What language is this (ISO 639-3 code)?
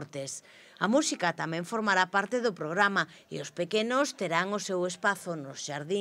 glg